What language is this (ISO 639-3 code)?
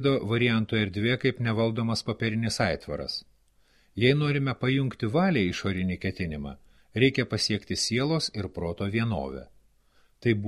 lit